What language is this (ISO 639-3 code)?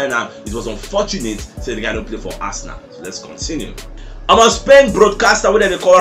pcm